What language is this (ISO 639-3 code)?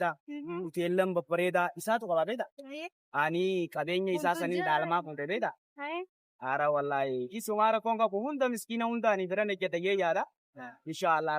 orm